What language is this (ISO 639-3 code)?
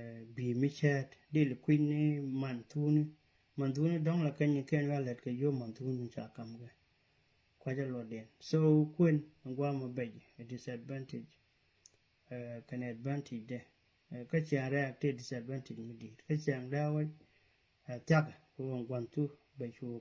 nus